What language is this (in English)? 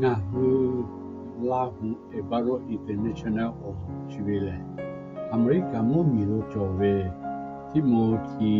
Lahu